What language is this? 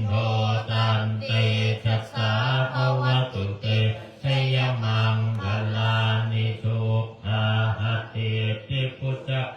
Pali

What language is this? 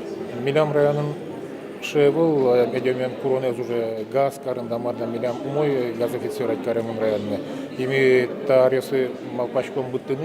Udmurt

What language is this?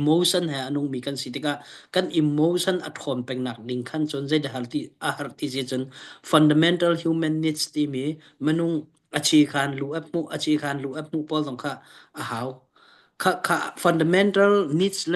Hakha Chin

